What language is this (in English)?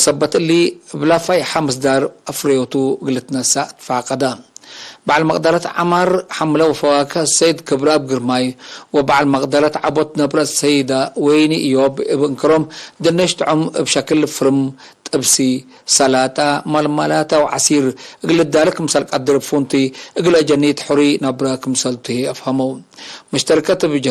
Tigre